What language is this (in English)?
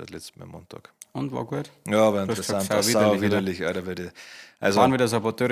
Bavarian